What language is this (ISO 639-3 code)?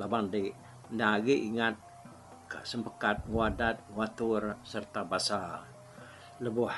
iba